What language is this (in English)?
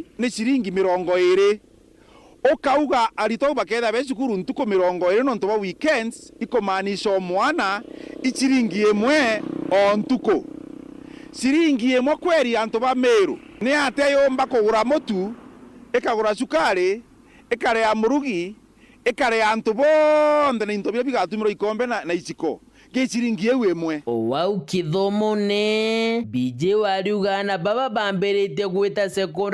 Meru